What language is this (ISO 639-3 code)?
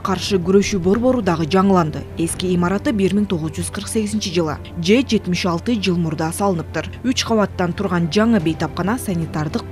kir